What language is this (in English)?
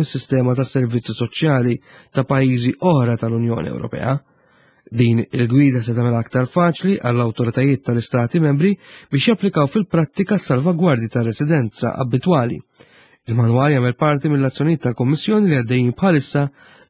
Maltese